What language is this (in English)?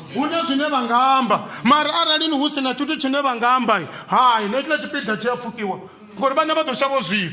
Venda